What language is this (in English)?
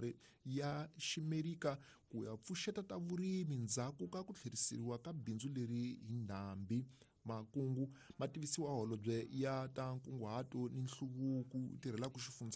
Tsonga